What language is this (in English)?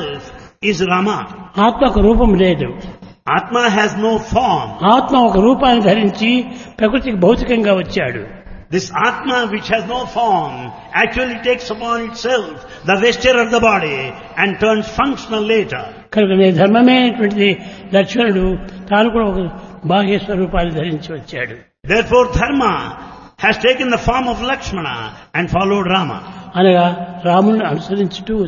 Telugu